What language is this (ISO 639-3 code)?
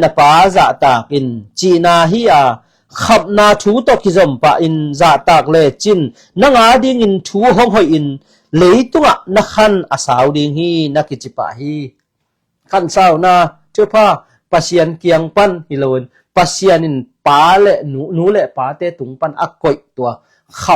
ctd